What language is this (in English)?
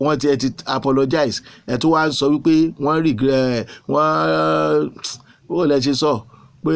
Yoruba